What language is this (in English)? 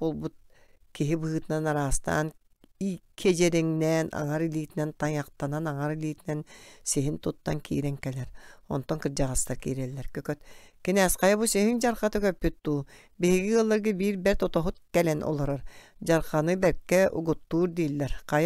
Yakut